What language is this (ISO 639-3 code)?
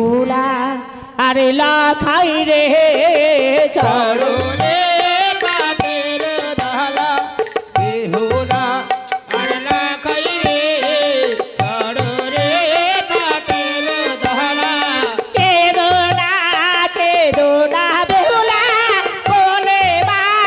ben